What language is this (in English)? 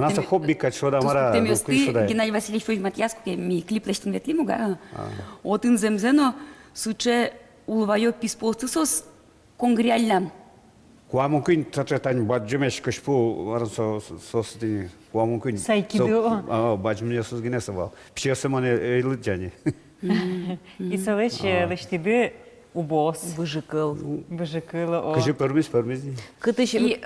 Udmurt